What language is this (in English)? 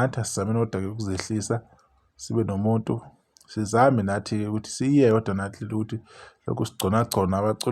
Zulu